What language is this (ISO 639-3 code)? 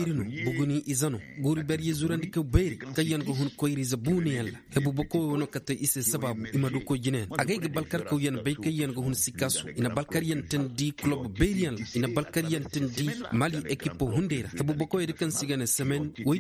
ses